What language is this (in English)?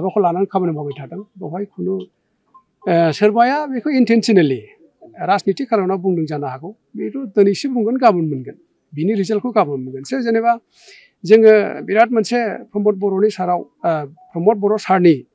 Bodo